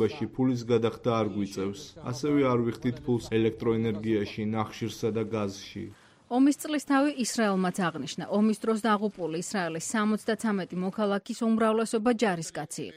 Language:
Georgian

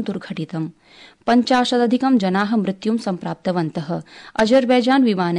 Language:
Sanskrit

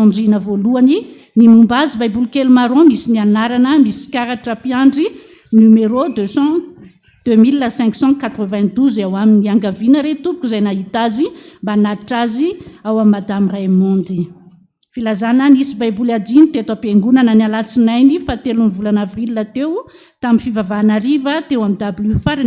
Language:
Malagasy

